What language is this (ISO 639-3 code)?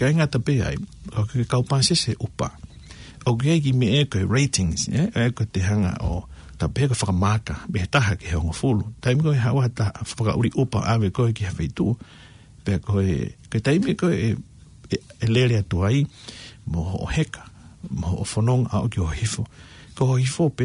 ton